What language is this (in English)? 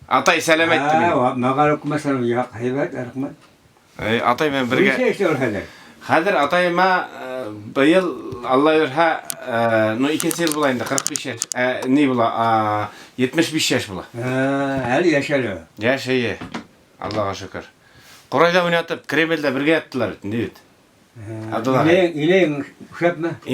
Bashkir